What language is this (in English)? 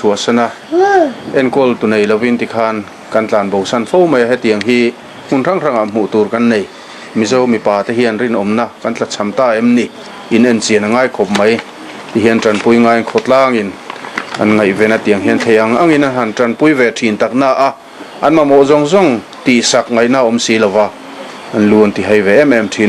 Mizo